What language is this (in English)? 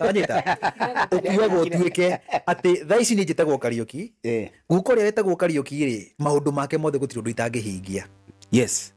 Kikuyu